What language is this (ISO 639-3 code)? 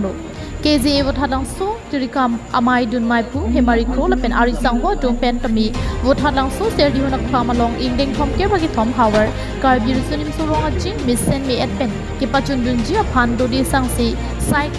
mjw